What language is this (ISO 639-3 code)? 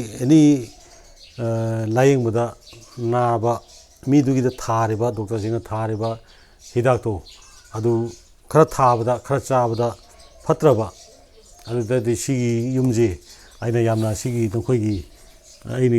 mni